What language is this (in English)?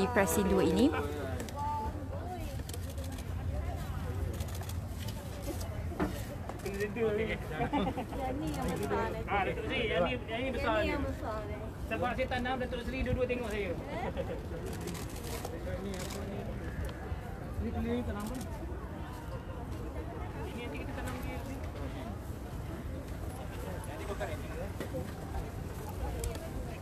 Malay